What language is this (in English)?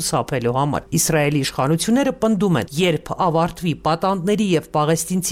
Armenian